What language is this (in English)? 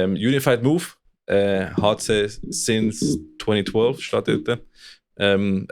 Swiss German